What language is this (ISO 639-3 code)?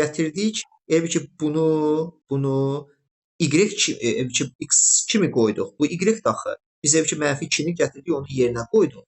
aze